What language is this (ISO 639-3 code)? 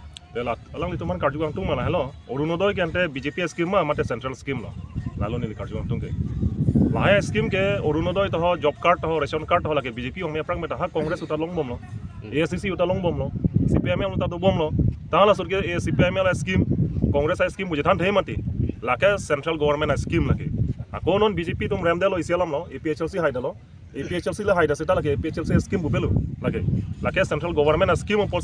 mjw